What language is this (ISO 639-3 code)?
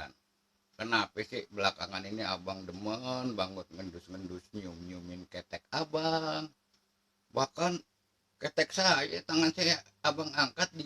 bew